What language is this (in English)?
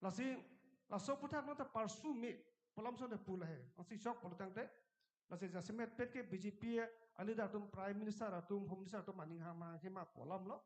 Karbi